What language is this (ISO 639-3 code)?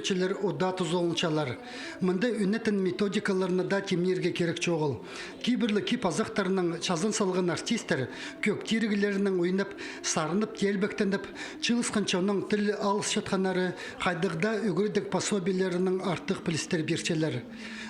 kjh